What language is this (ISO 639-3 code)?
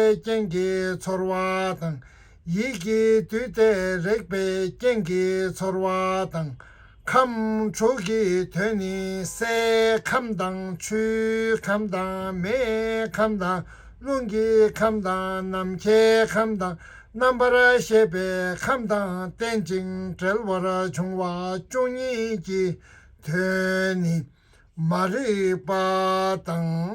bod